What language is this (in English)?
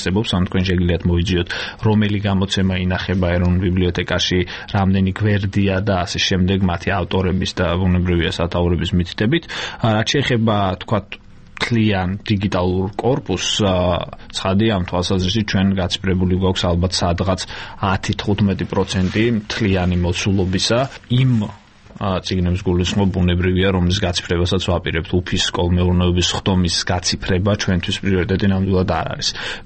Georgian